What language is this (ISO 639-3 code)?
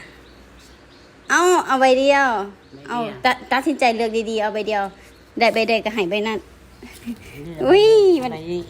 lao